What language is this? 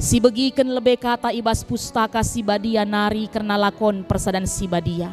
Batak Karo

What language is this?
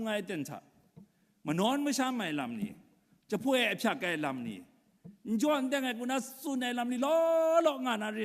Kachin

